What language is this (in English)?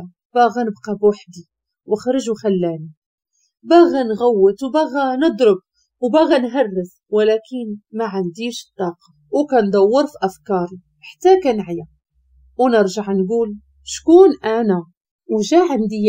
Moroccan Arabic